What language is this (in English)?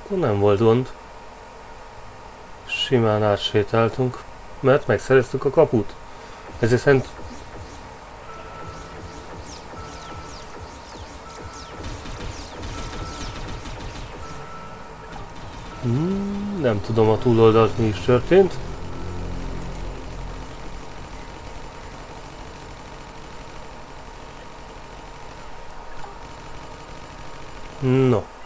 Hungarian